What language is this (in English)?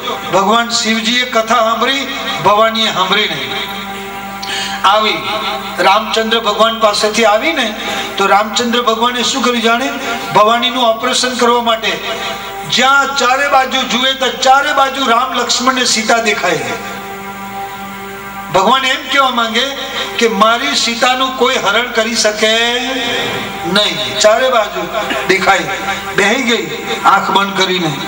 Gujarati